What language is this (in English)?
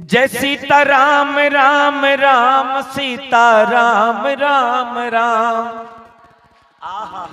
Dogri